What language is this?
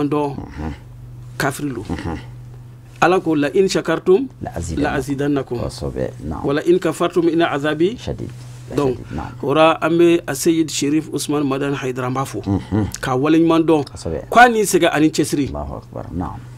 Bambara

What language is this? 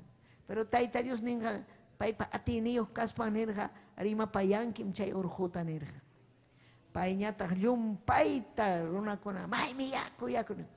Ayacucho Quechua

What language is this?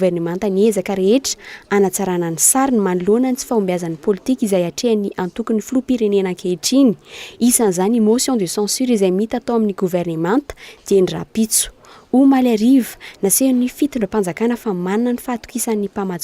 Malagasy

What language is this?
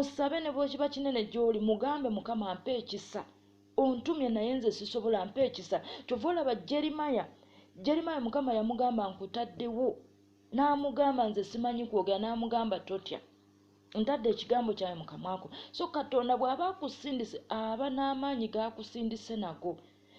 Ganda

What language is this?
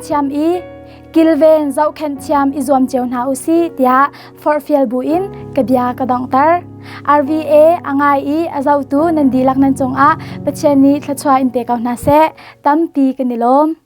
Hakha Chin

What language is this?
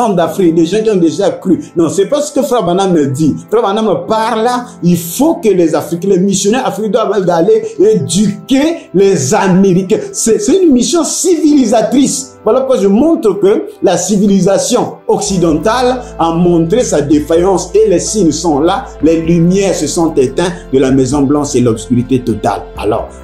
French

